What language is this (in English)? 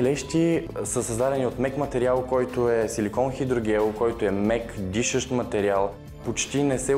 Bulgarian